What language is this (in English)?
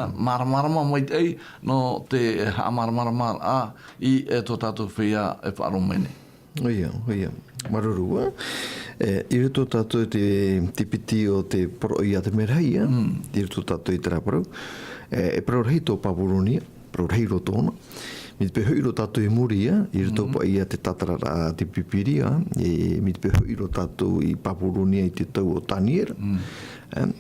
Tahitian